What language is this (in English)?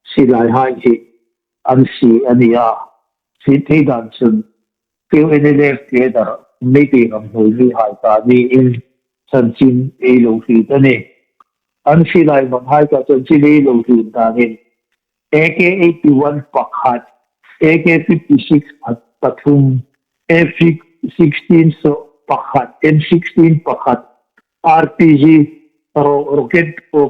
Hmar